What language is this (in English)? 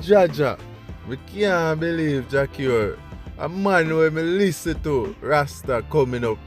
Jamaican Creole English